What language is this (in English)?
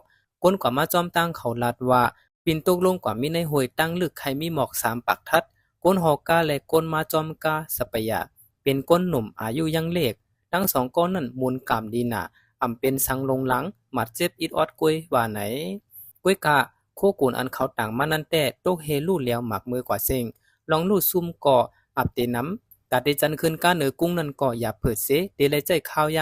Shan